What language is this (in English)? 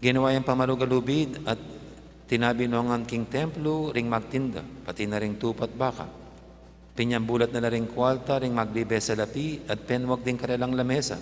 Pampanga